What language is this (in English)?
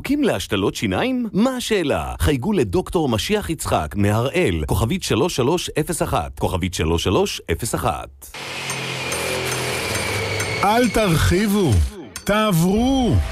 Hebrew